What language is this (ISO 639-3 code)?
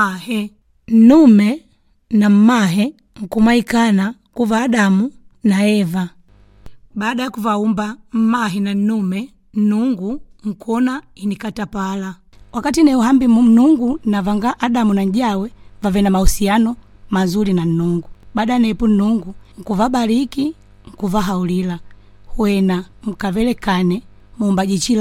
kde